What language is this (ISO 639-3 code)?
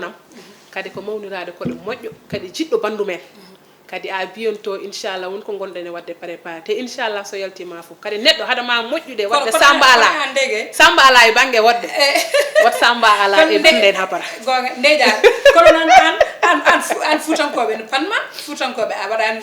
ful